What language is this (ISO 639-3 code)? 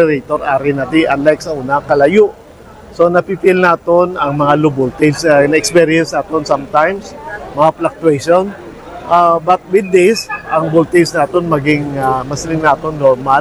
hil